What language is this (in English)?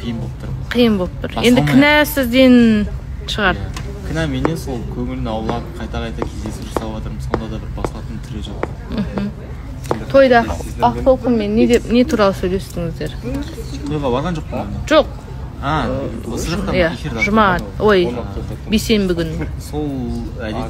Kazakh